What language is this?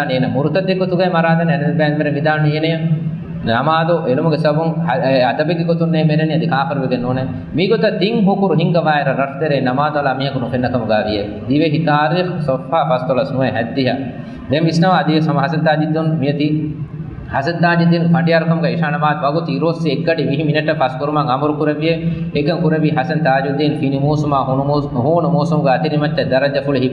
Divehi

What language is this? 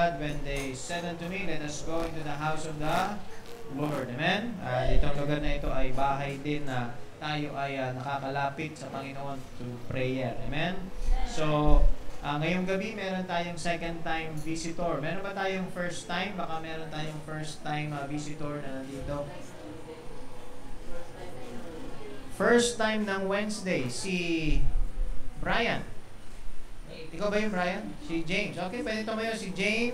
Filipino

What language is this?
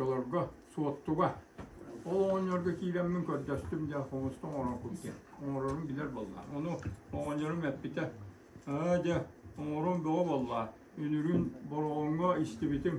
Yakut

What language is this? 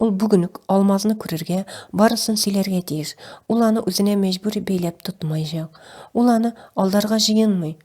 Tatar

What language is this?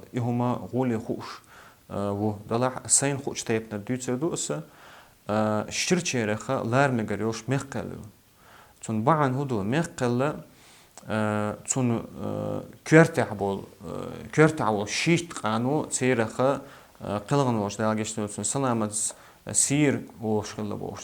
Chechen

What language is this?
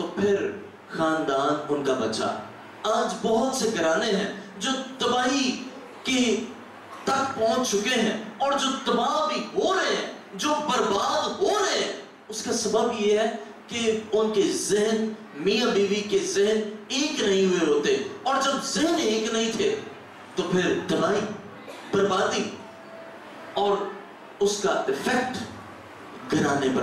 Urdu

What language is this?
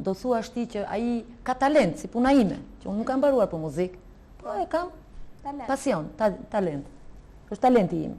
Albanian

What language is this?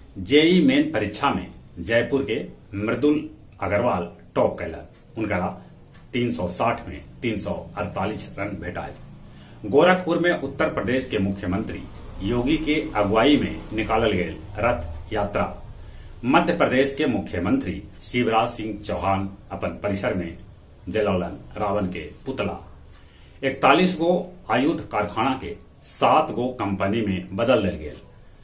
Magahi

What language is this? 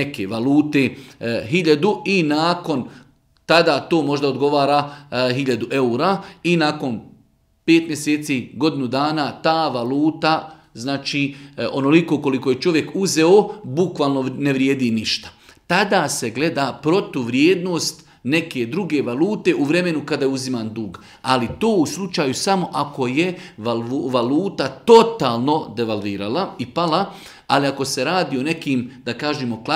Bosnian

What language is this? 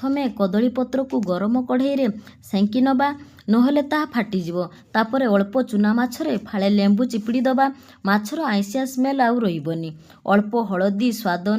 Odia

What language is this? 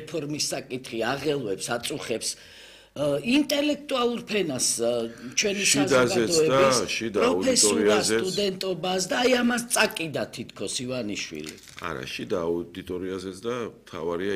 Georgian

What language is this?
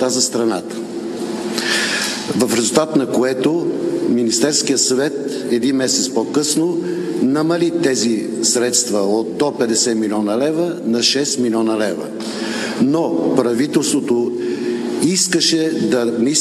Bulgarian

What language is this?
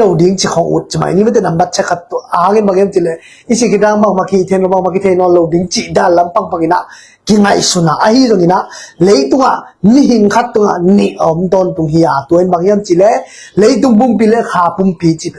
Tedim Chin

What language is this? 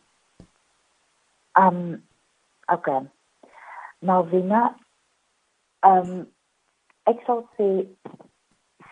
Afrikaans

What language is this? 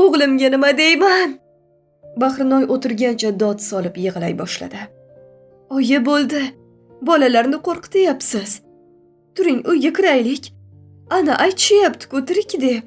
Uzbek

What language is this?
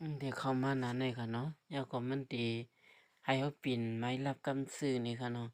Shan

